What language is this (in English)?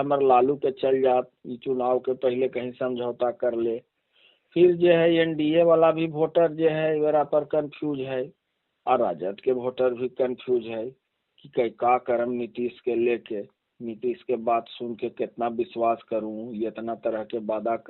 Magahi